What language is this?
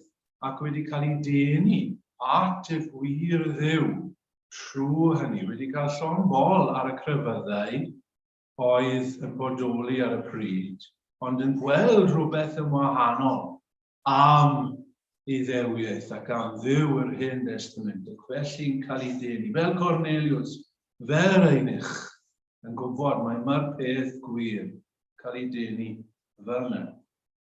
Welsh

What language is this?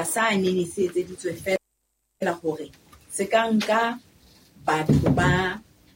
Southern Sotho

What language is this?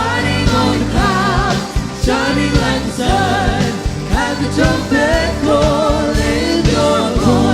Hiligaynon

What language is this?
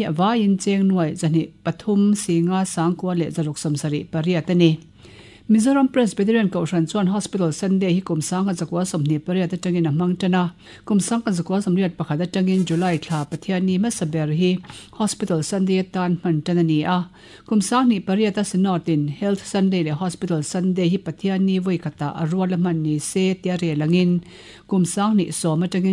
Mizo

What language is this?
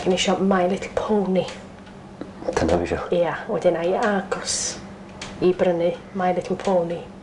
Welsh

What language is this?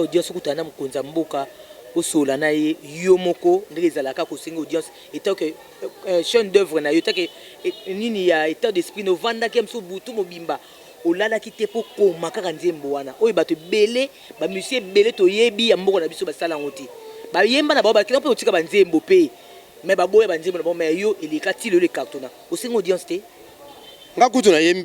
Lingala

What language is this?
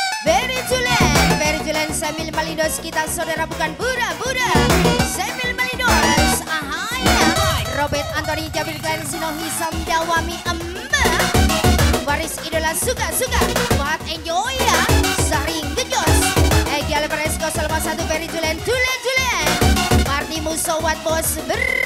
Indonesian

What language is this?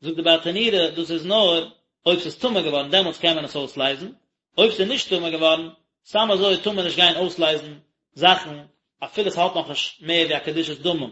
Yiddish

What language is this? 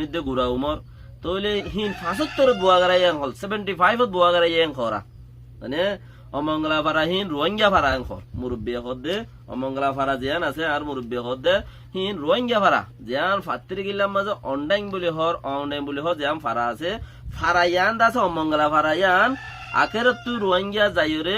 Rohingya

